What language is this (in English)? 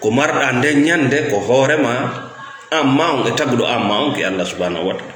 Fula